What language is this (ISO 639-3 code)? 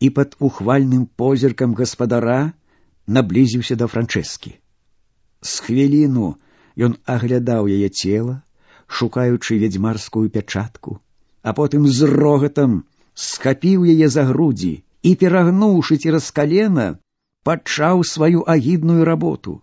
bel